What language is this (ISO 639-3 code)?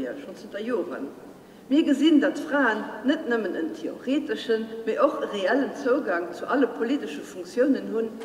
ltz